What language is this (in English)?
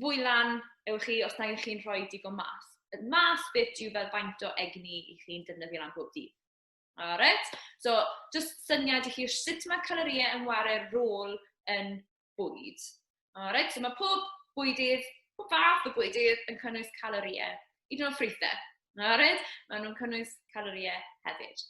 Welsh